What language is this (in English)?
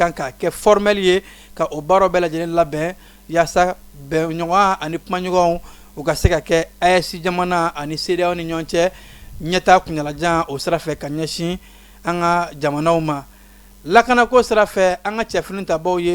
Bambara